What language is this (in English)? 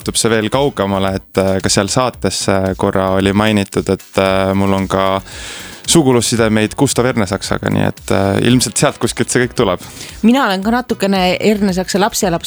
Estonian